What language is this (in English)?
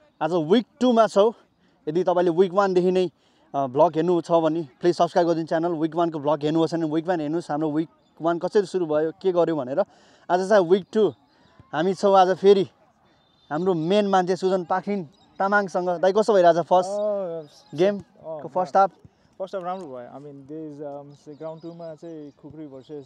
Nepali